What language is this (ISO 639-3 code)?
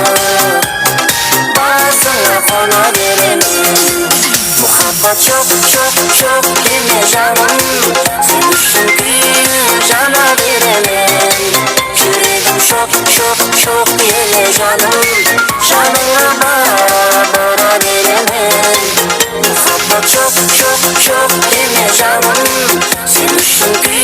kaa